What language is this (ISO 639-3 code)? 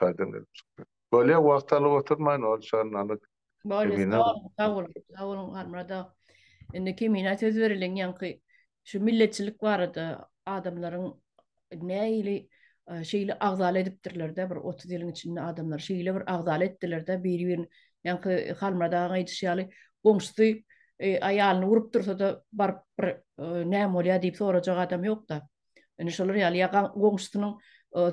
tuk